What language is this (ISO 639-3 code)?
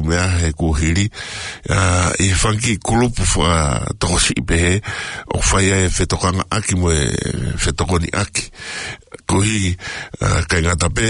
ton